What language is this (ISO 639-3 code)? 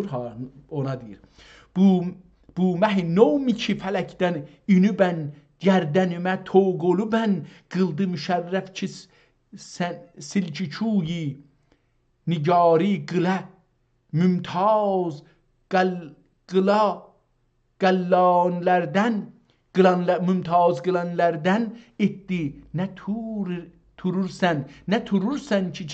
azb